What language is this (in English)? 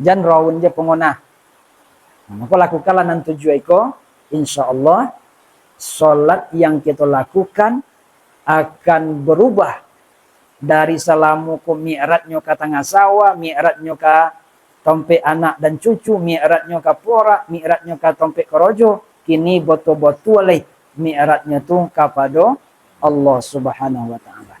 Minangkabau